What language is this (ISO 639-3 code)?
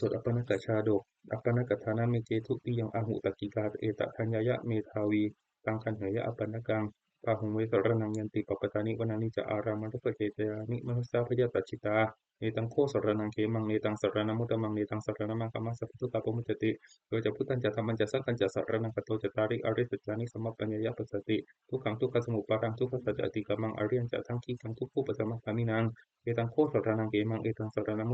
pli